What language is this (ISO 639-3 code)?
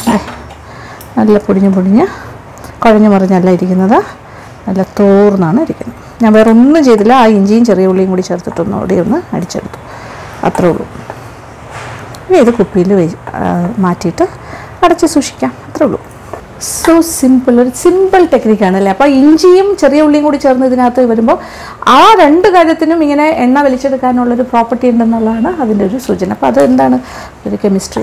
mal